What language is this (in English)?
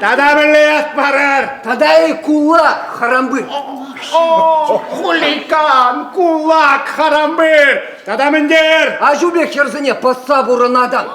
Chuvash